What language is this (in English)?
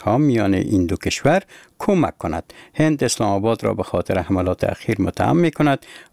Persian